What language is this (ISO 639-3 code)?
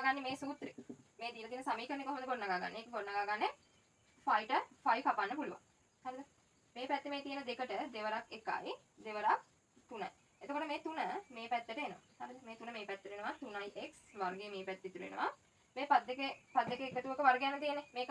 sin